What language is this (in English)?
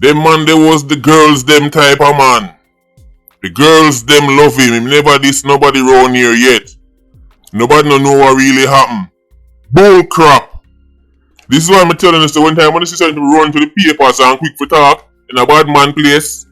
Jamaican Creole English